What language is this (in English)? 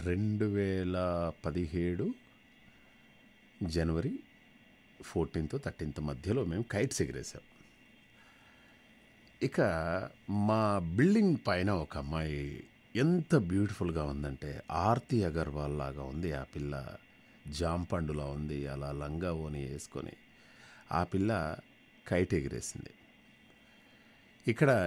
Telugu